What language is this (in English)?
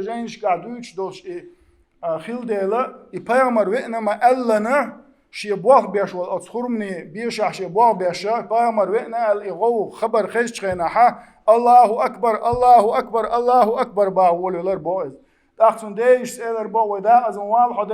Chechen